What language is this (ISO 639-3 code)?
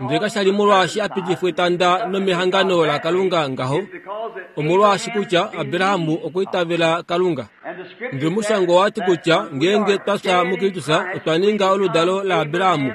kua